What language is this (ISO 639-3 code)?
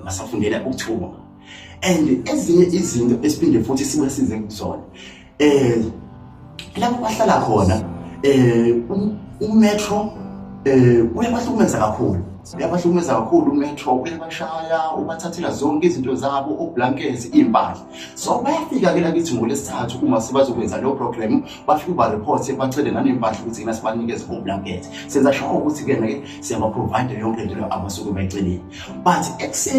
zul